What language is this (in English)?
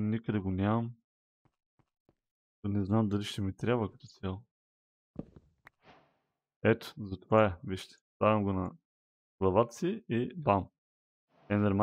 Bulgarian